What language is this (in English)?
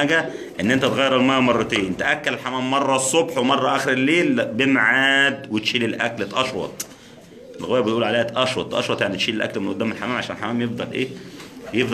Egyptian Arabic